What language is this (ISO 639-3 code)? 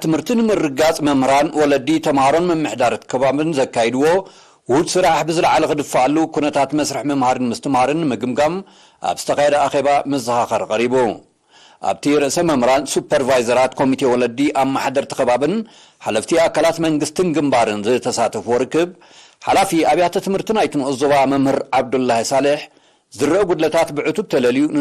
tir